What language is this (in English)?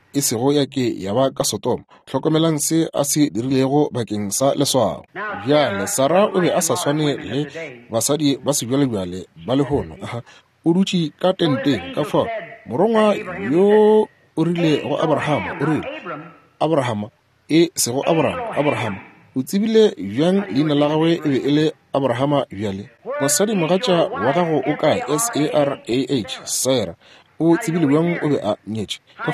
Northern Sotho